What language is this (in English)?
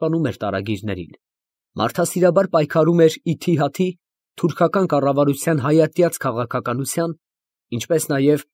Armenian